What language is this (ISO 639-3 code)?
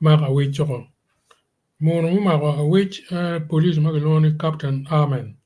ach